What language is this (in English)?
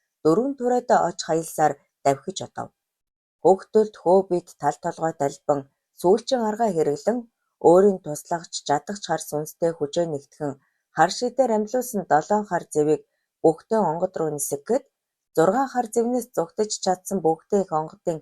Mongolian